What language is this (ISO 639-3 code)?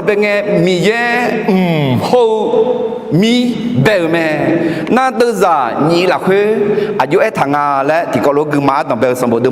ahk